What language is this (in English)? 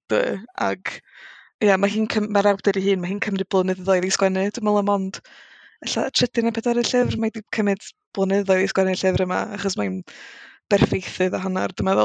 Welsh